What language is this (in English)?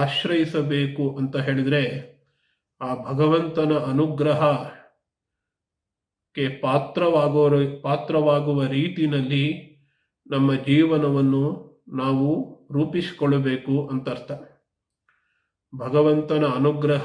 Kannada